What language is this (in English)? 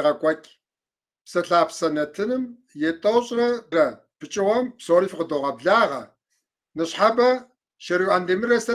Kabardian